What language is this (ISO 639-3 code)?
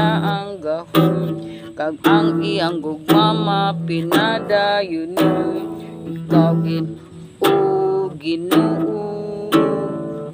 hil